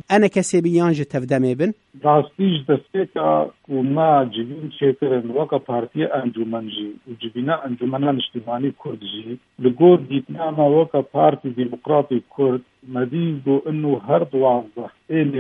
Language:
Kurdish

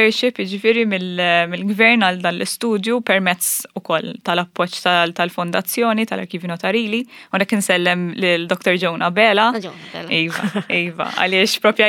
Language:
Maltese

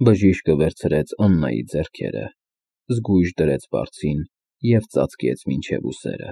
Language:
Armenian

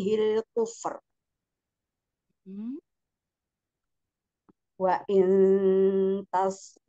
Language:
Indonesian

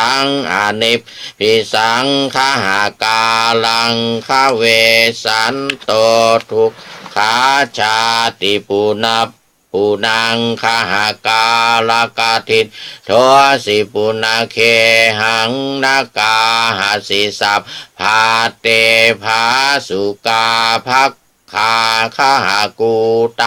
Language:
Pali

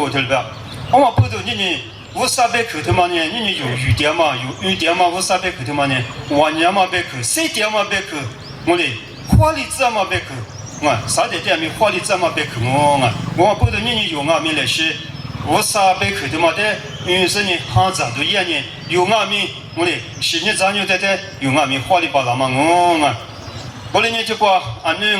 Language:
Lisu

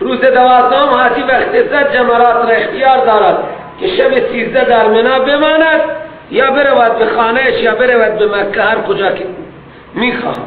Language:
Persian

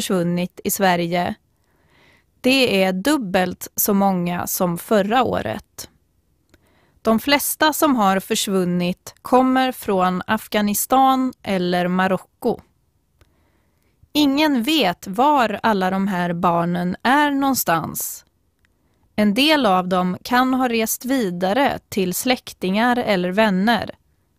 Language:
Swedish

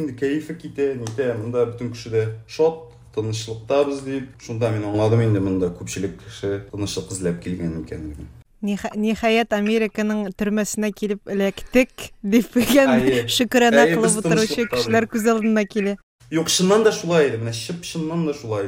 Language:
Tatar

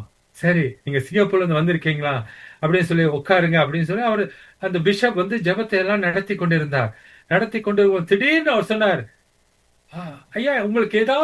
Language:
Tamil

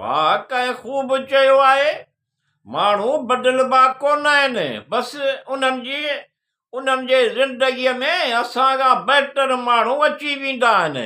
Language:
Sindhi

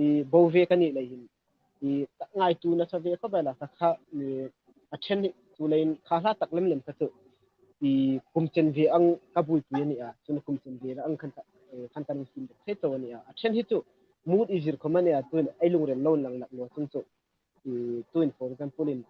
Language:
Hmar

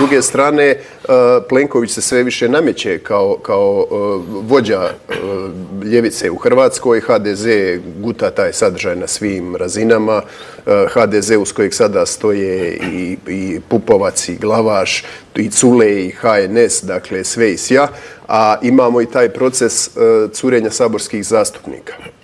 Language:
Croatian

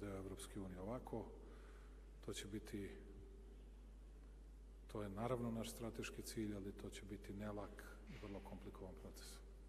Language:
Serbian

